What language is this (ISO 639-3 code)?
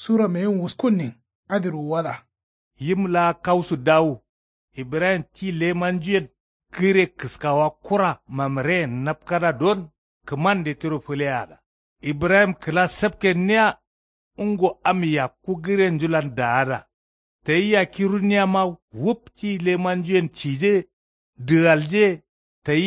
kau